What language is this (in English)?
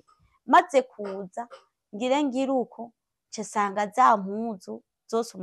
Rundi